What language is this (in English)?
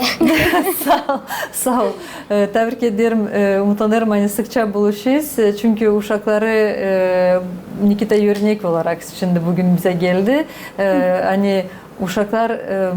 Gagauz